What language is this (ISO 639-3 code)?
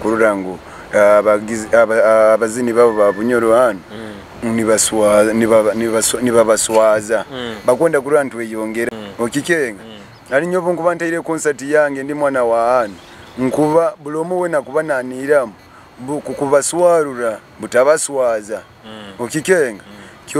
nyo